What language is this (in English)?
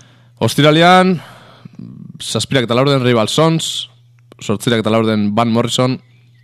Basque